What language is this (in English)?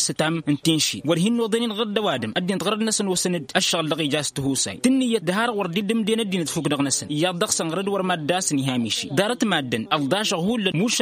Tamasheq